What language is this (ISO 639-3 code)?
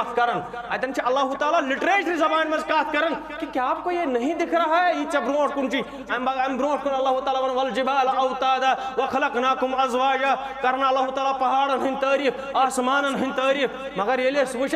kas